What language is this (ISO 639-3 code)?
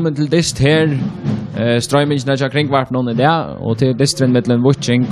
fao